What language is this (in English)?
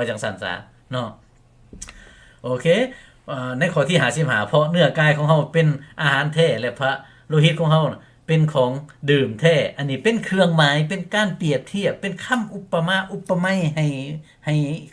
Lao